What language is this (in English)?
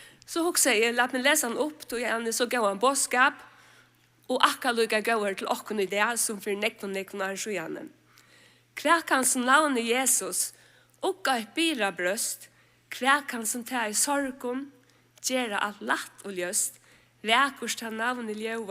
Faroese